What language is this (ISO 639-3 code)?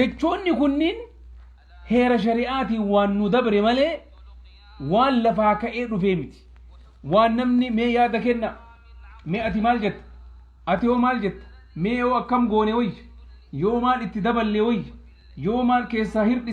orm